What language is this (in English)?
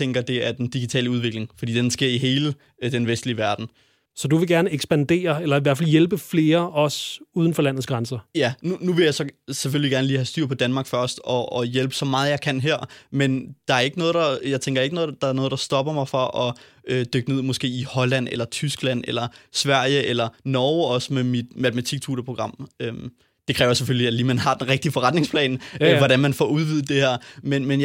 Danish